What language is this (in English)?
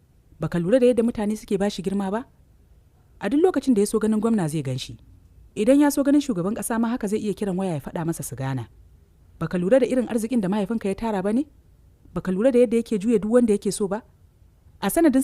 Hausa